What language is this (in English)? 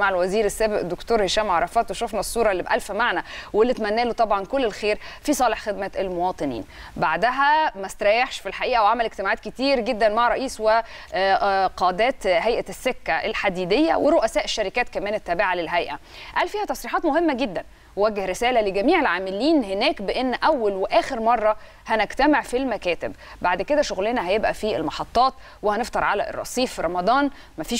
Egyptian Arabic